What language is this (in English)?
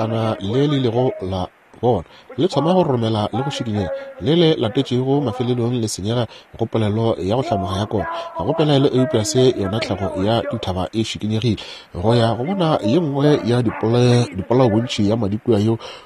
Northern Sotho